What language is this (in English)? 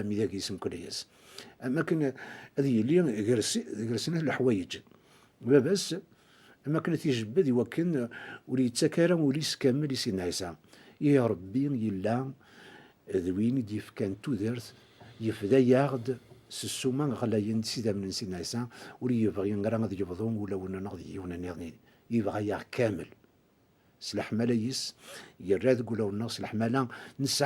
Kabyle